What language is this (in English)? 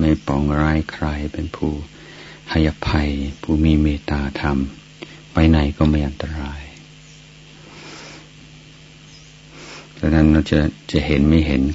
Thai